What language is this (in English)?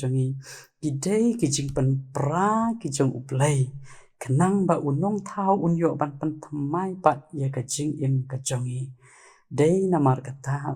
Khasi